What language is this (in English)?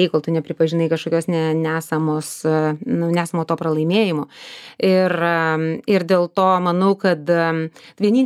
Lithuanian